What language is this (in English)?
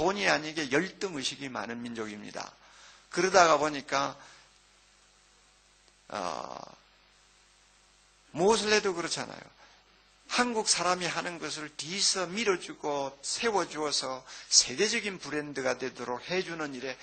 Korean